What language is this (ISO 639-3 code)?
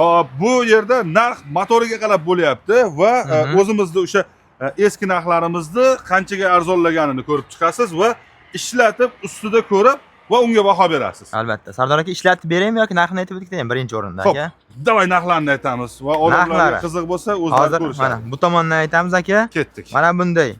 uzb